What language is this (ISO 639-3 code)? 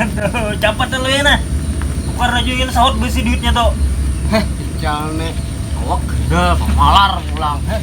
bjn